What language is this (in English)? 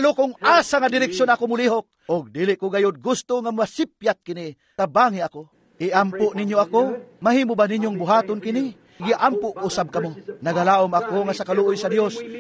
Cebuano